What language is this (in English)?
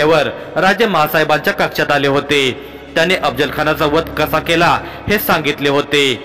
Marathi